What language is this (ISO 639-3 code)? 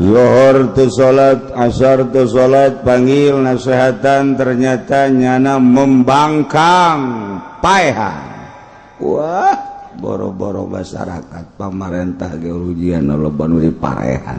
sun